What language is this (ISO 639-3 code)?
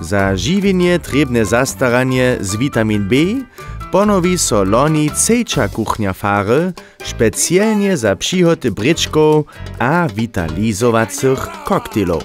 hsb